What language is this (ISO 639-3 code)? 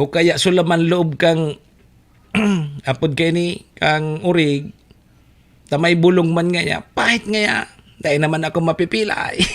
bik